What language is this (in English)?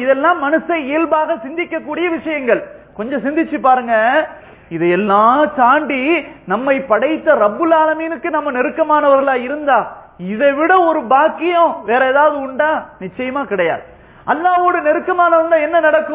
Tamil